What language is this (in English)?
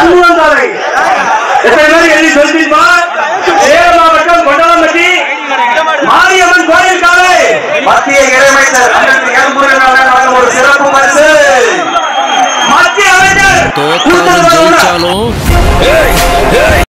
Tamil